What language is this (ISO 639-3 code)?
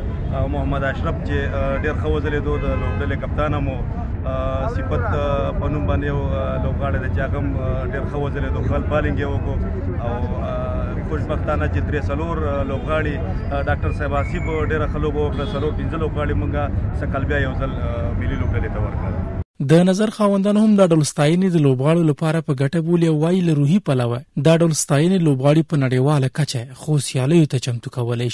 pus